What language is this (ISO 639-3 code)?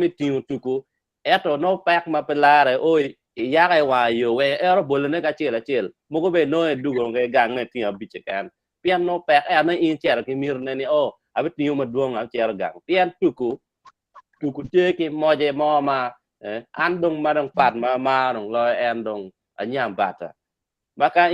ach